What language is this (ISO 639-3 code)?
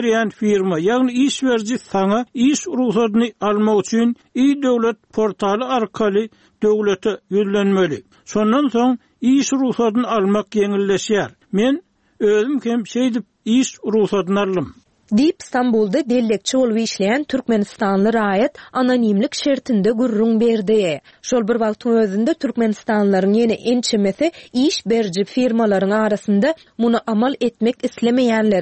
tuk